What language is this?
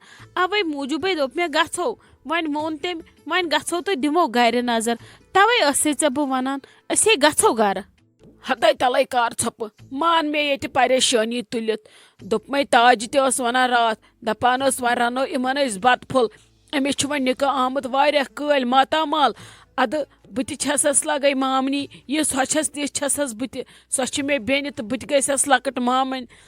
Kashmiri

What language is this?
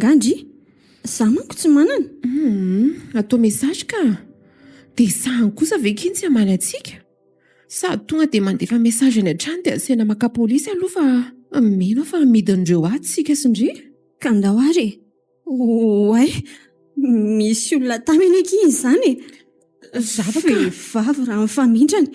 Malagasy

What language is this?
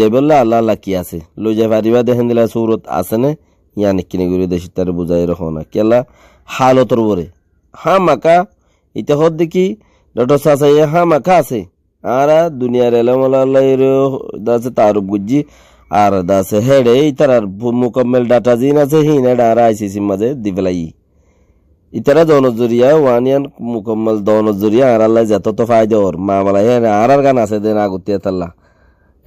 Rohingya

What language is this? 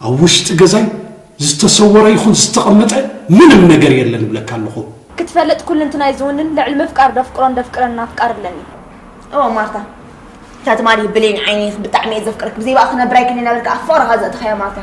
Tigrinya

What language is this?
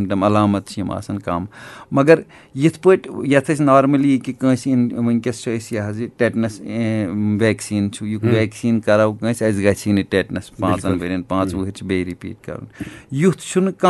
Kashmiri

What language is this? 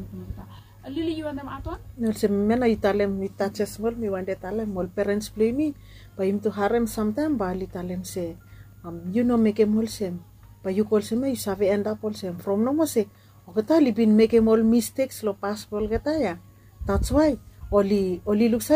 Bislama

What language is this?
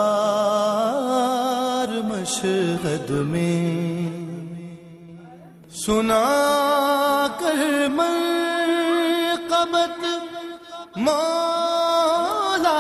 Urdu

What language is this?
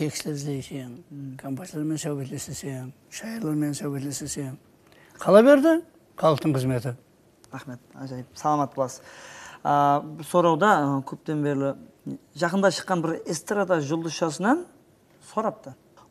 Kara-Kalpak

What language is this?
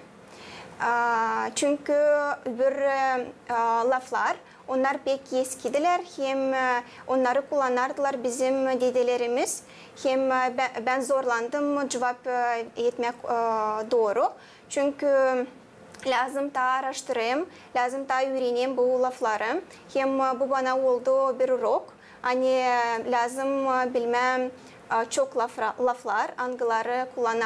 Gagauz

